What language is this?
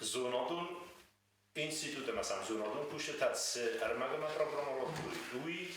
Ossetic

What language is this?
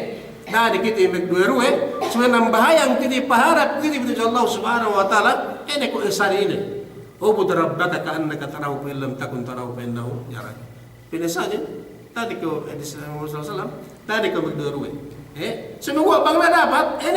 Yakan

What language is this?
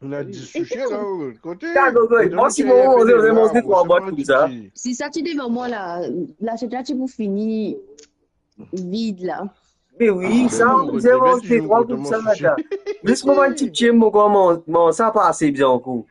Morisyen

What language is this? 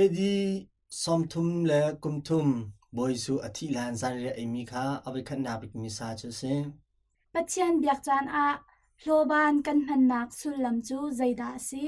Hakha Chin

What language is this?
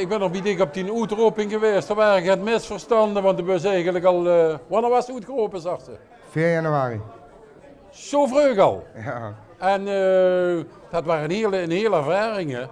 Limburgish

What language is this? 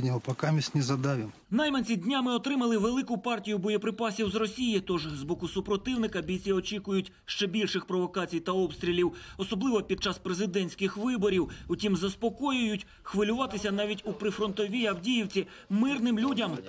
Ukrainian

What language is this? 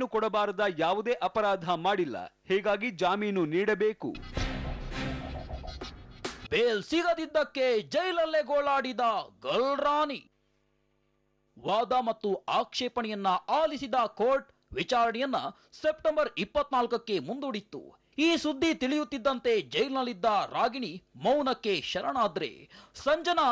Kannada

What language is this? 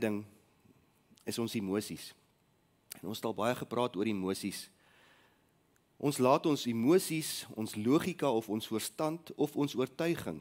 Afrikaans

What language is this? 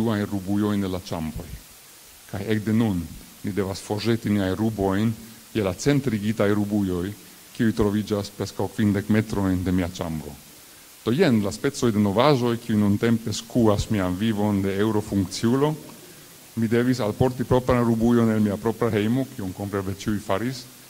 Esperanto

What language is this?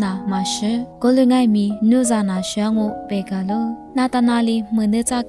Lisu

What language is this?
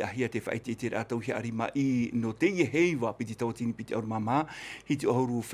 Tahitian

